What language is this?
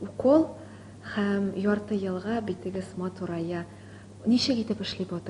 Tatar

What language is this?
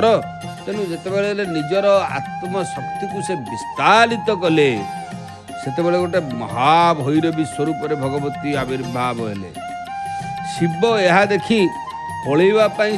Odia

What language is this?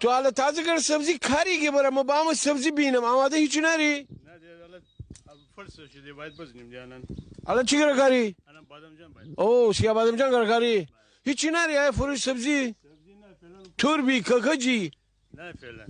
Gilaki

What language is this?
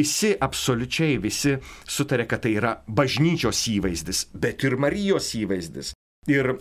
Lithuanian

